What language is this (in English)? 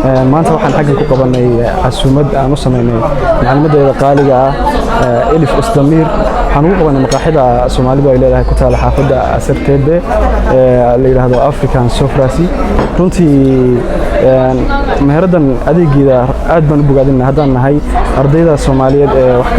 Somali